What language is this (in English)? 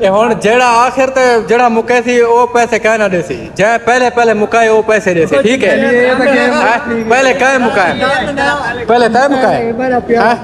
Saraiki